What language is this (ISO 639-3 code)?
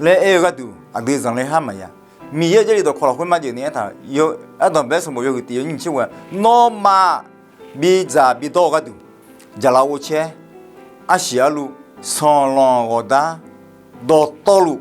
ahk